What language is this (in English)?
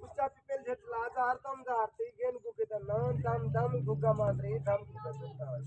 Saraiki